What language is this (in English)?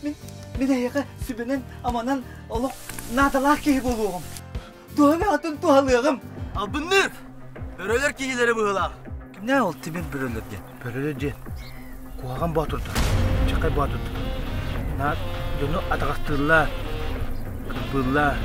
Yakut